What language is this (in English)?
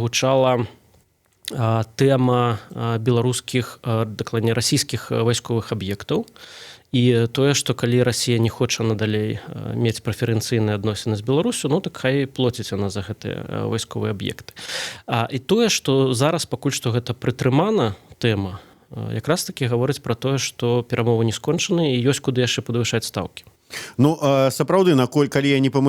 Belarusian